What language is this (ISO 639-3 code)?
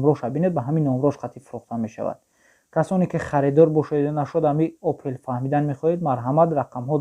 tgk